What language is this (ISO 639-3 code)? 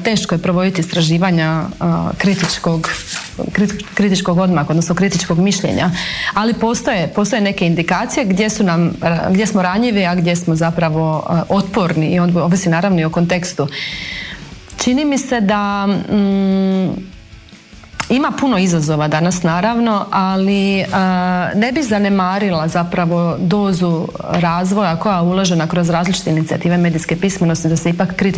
hrv